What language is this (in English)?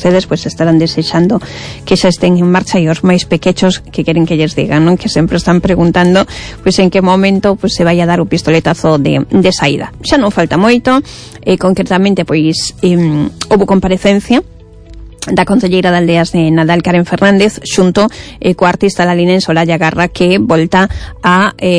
Galician